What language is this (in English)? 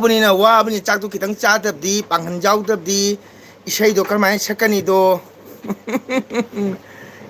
Manipuri